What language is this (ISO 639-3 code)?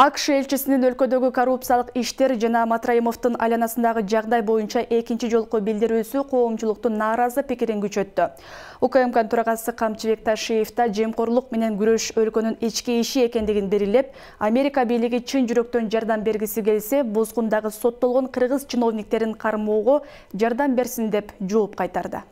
kir